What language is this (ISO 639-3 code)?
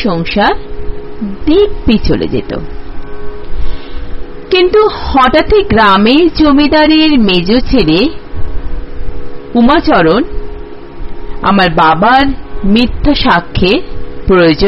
ben